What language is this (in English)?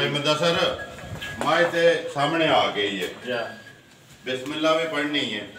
Punjabi